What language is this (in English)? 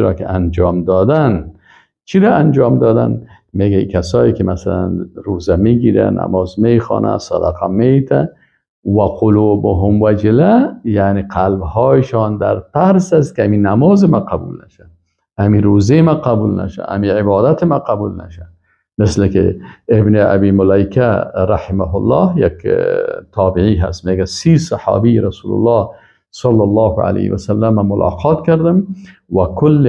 Persian